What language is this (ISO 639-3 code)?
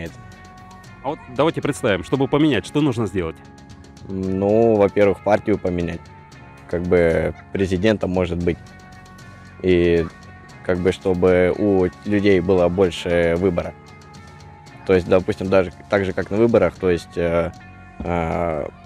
rus